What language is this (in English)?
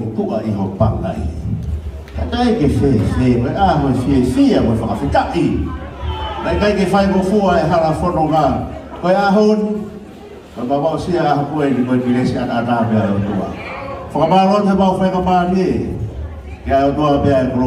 Tongan